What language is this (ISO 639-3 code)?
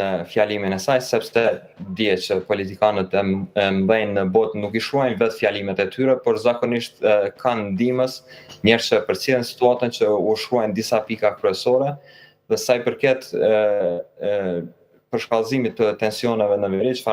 sqi